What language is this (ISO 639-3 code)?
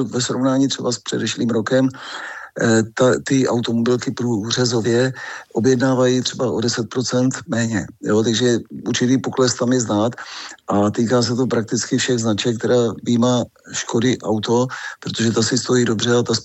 ces